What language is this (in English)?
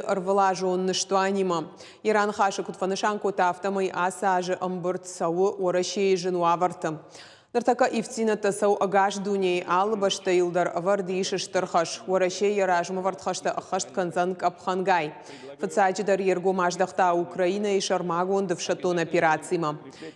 Ossetic